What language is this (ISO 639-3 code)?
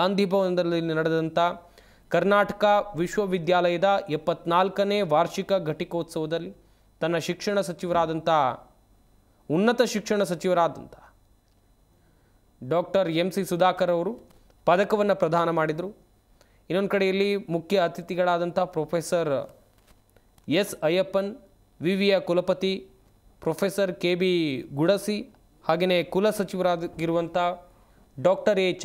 kan